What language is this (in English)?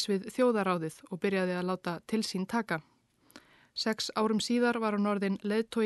Icelandic